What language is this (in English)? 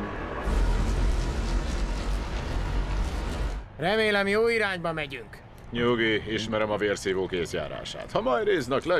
Hungarian